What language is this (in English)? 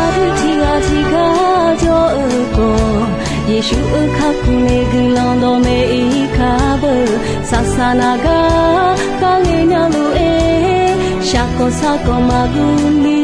Akha